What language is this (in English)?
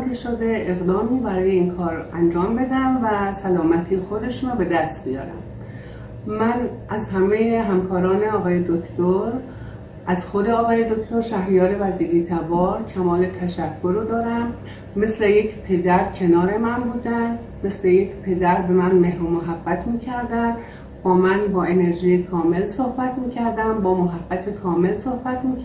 Persian